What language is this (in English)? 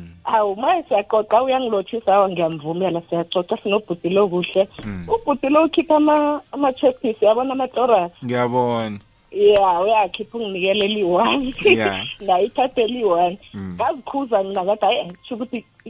South Ndebele